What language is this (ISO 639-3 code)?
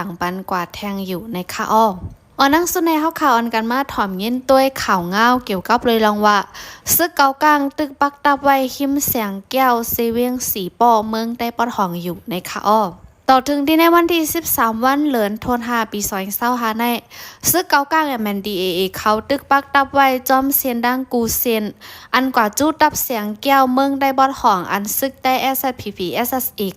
shn